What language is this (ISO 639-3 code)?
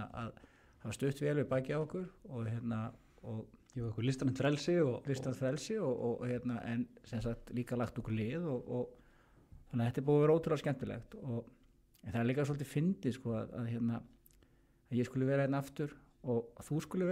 isl